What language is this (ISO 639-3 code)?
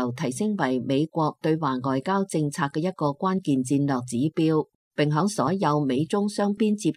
yue